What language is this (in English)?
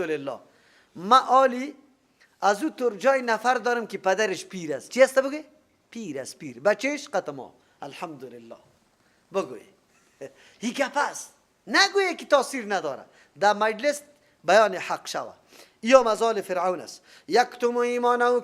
Persian